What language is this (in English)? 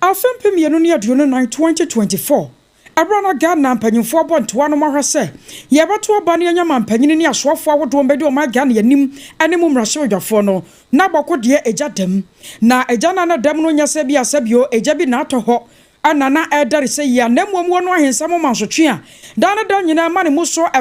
Akan